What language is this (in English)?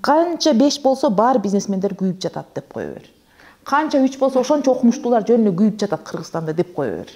Kyrgyz